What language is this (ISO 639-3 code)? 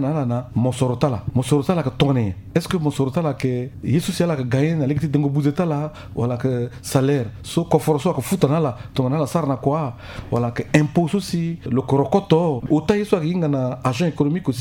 sag